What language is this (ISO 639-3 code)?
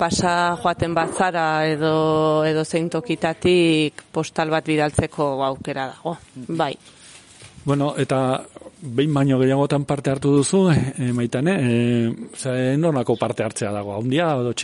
eus